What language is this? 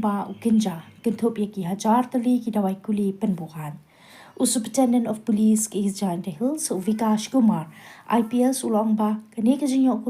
Khasi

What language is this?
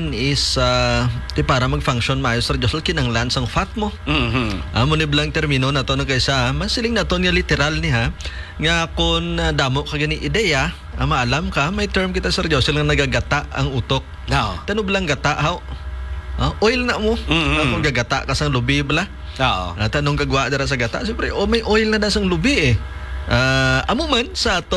Hiligaynon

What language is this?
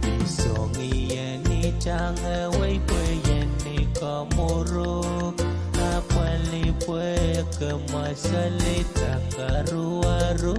Pohnpeian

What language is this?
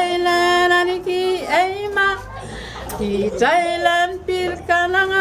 Pohnpeian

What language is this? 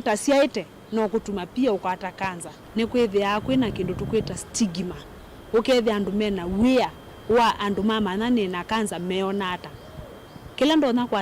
Kamba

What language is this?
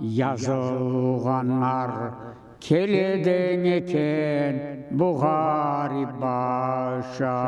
Crimean Tatar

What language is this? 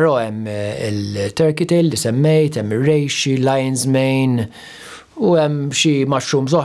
Maltese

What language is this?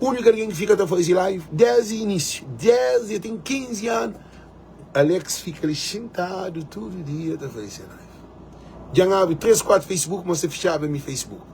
Kabuverdianu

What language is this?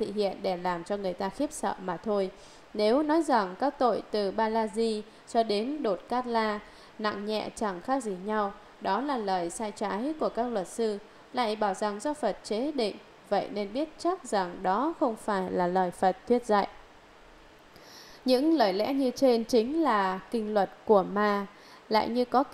Vietnamese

